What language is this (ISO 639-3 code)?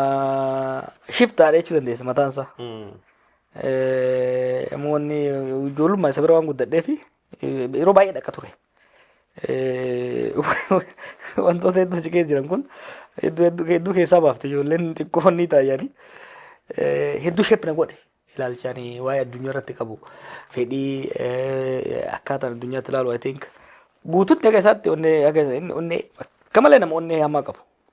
orm